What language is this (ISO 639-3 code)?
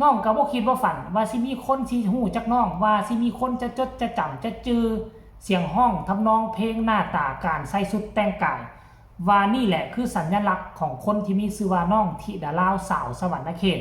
tts